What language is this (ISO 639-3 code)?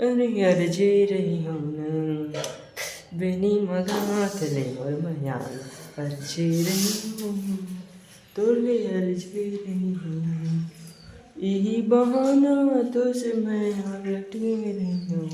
hne